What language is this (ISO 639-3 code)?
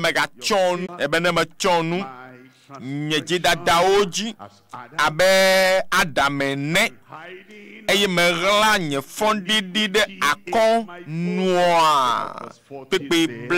ewe